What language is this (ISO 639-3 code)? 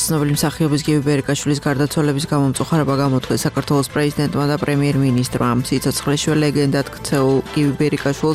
kat